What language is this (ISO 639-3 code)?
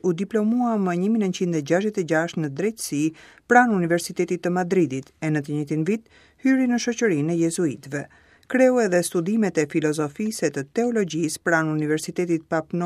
sqi